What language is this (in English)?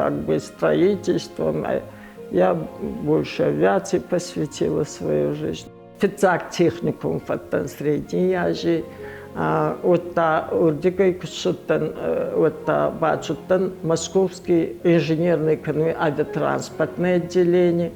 Ossetic